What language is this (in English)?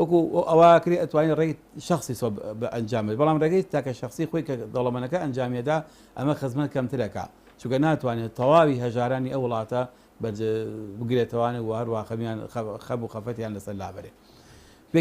Central Kurdish